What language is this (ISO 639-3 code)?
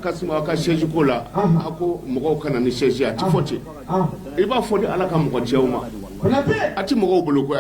bam